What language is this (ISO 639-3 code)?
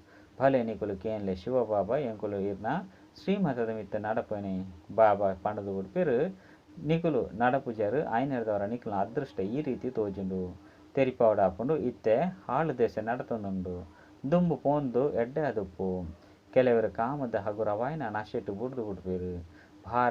tcy